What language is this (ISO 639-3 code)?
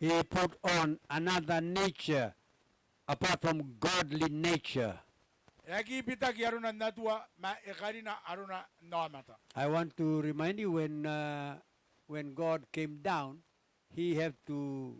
gil